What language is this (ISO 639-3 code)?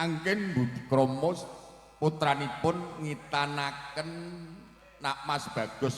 jav